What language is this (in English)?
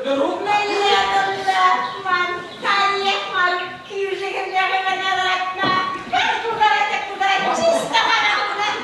Chuvash